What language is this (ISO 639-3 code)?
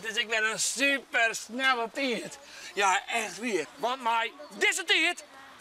fry